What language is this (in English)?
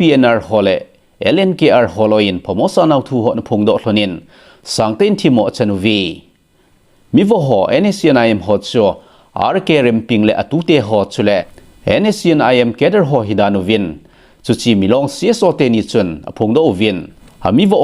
Thado Chin